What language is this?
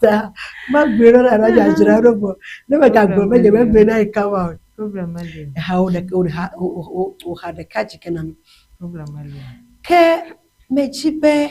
Ewe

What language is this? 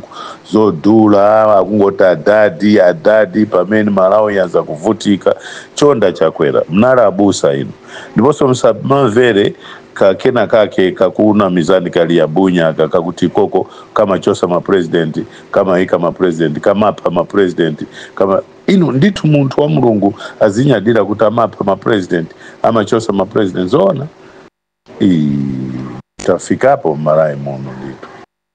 Nyanja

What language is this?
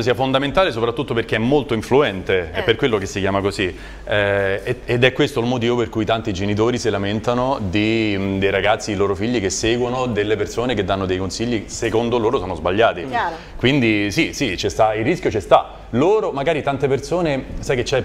Italian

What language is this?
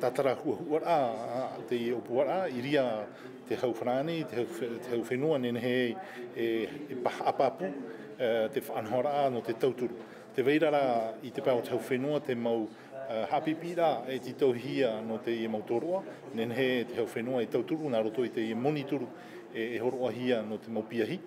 Tahitian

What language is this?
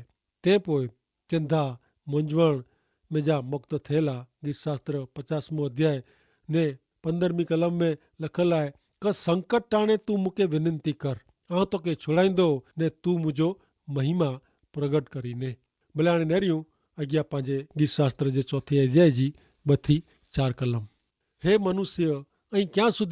Kachhi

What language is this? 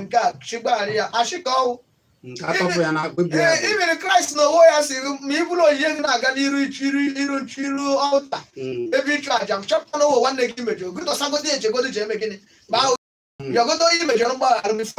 Igbo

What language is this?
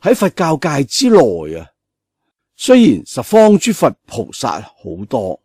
Cantonese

